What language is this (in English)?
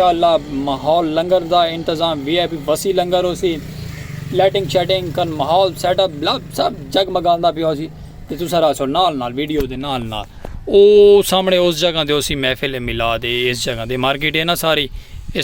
Saraiki